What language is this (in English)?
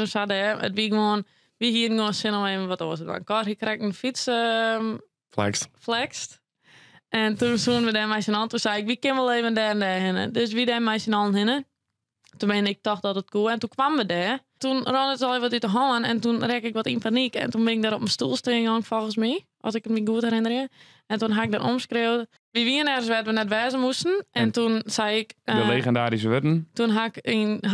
Western Frisian